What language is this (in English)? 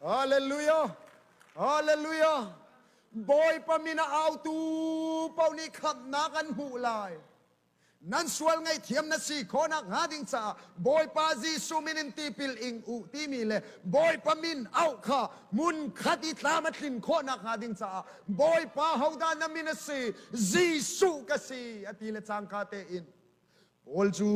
Hakha Chin